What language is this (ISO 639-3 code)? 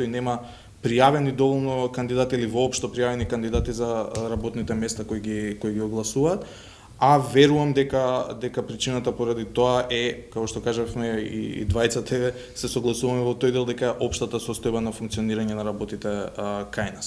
mkd